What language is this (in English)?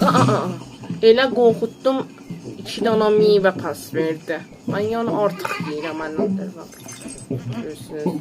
South Azerbaijani